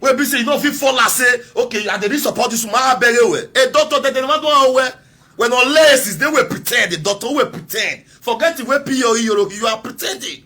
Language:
Nigerian Pidgin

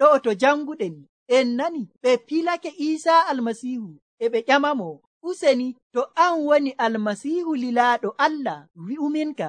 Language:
Nigerian Fulfulde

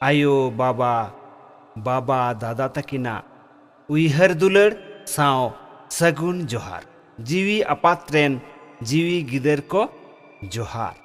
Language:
Santali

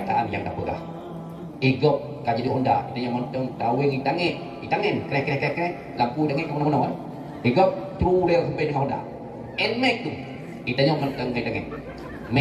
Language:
Achinese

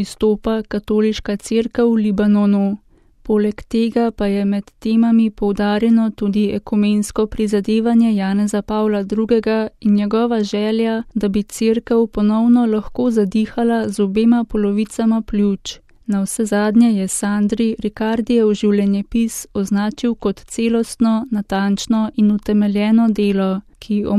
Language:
Slovenian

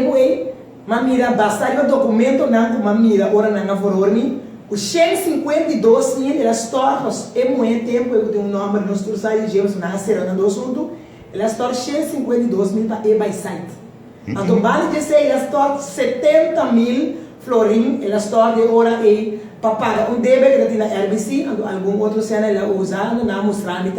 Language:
Papiamento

